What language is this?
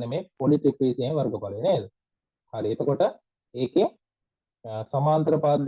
Sinhala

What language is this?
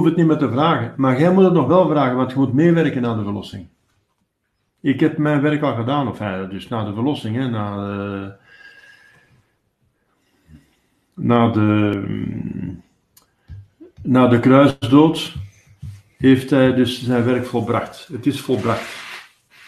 Dutch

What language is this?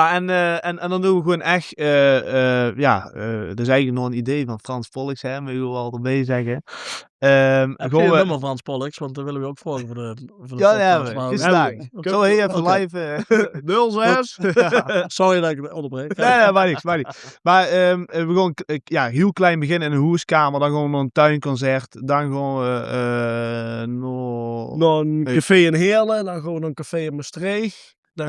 Limburgish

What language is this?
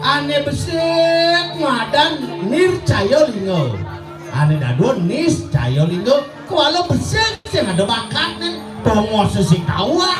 Balinese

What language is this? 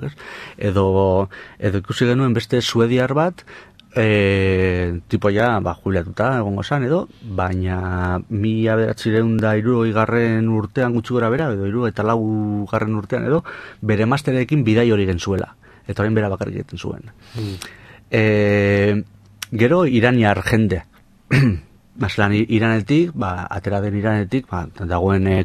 Basque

